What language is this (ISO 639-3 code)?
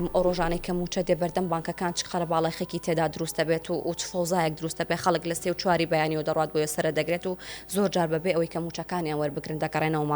ckb